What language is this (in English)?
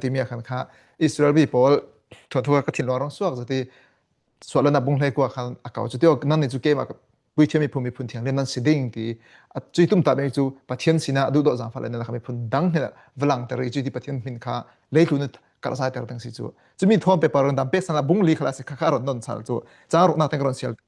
Falam Chin